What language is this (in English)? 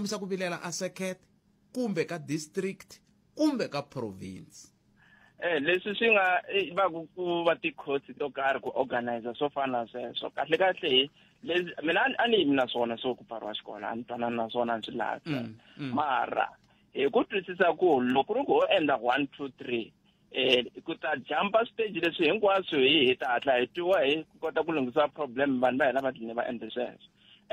Tsonga